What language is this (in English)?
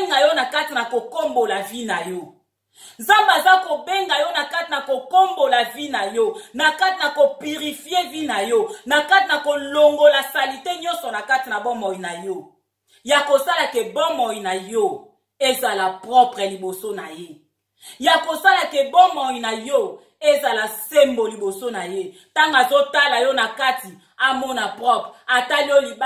Lingala